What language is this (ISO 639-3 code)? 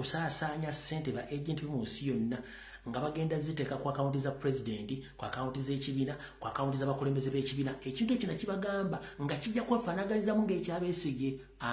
lug